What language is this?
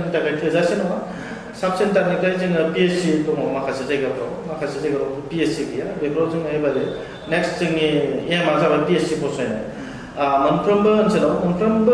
Bodo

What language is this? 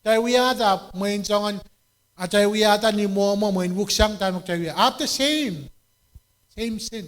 Pohnpeian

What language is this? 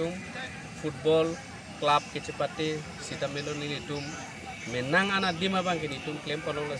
Karbi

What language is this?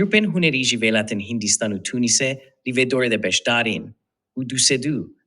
Kurdish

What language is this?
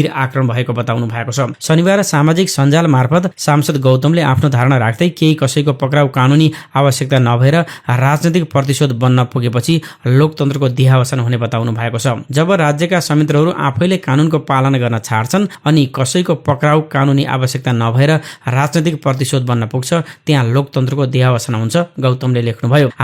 Nepali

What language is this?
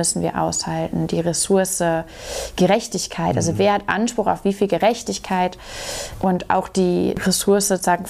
German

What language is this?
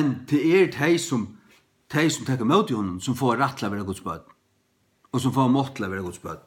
Faroese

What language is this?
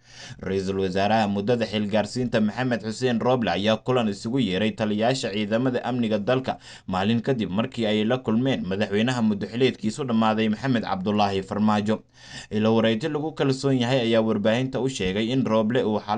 Somali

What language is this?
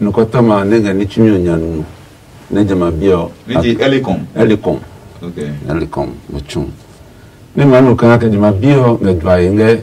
Adangme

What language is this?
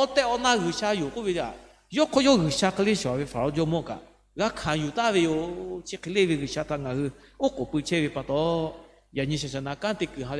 Lahu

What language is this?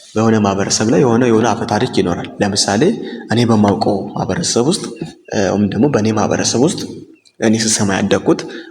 Amharic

